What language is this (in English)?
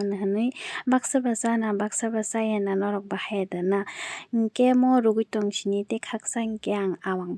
Kok Borok